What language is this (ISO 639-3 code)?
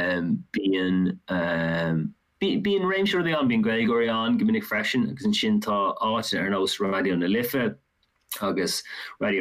gle